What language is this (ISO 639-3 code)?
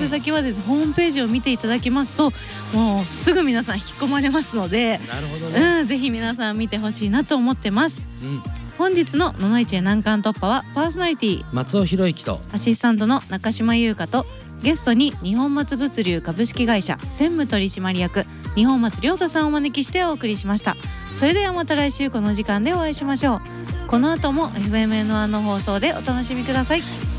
jpn